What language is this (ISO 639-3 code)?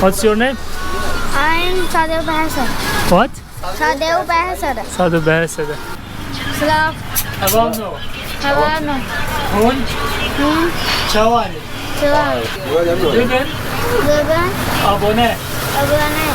kur